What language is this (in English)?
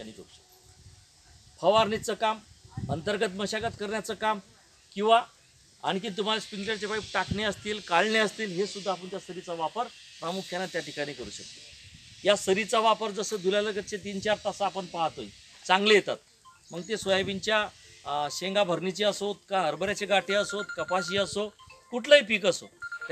Marathi